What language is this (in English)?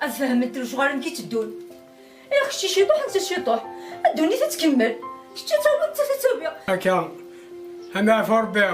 Kabyle